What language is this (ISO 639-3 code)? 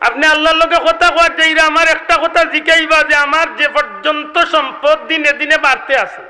syl